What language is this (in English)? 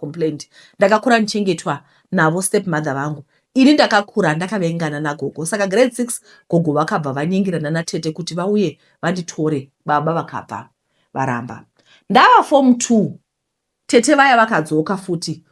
Shona